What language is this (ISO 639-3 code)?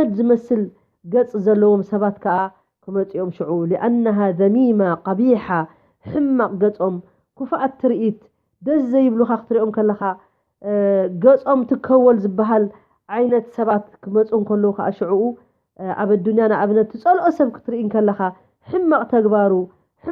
tir